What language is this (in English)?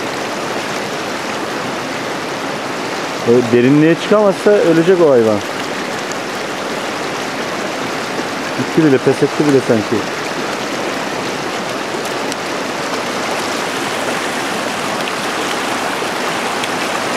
Turkish